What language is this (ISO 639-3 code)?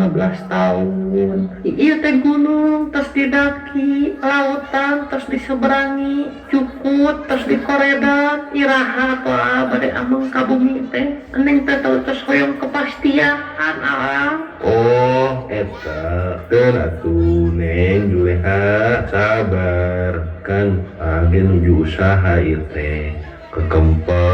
sun